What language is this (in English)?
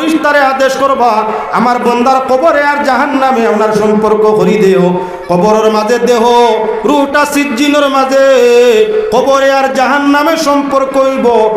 Sylheti